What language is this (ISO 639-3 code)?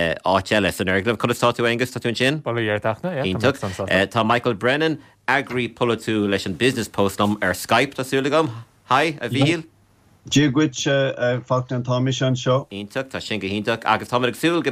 gle